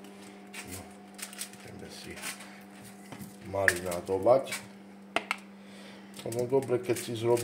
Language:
Slovak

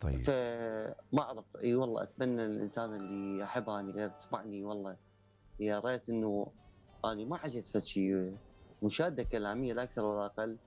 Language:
Mesopotamian Arabic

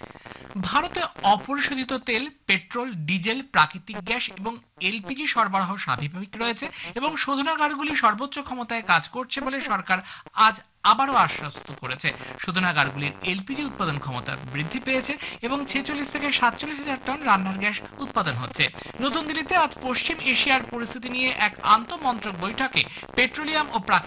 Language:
Bangla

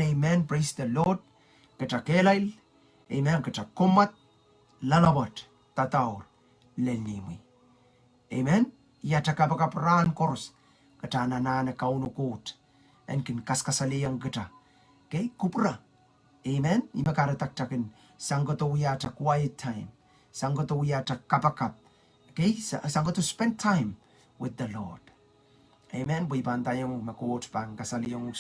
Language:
Pohnpeian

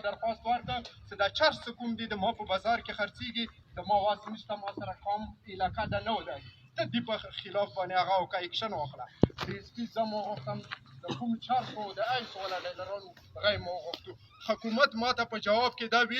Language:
Pashto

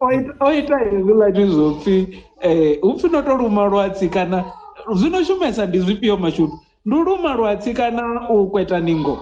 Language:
Venda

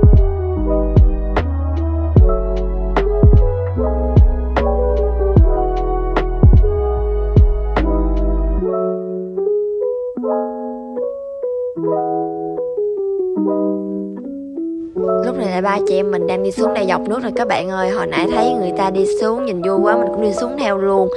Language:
Vietnamese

